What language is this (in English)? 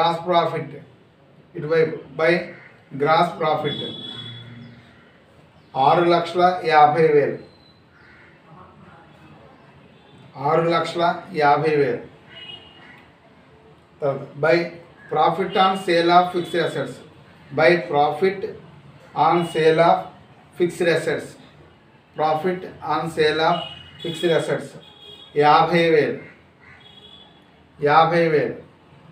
Telugu